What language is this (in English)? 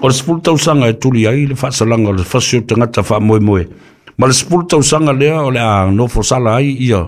Samoan